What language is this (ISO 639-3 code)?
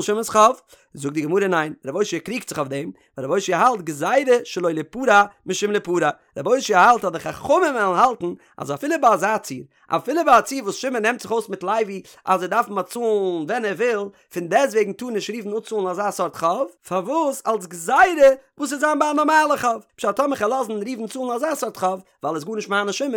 yid